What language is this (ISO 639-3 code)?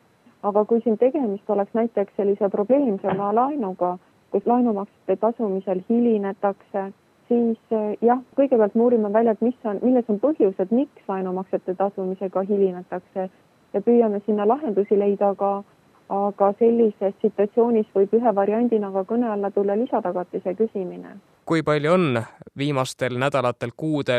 est